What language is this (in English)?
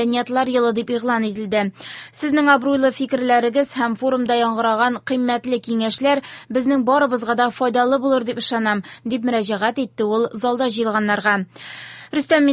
Tatar